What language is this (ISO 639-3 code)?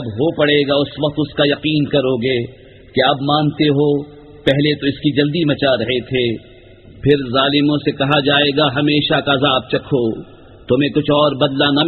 urd